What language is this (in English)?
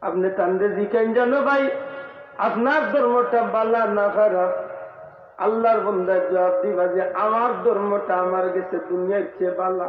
Sylheti